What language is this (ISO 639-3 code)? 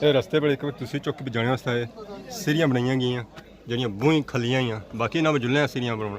phr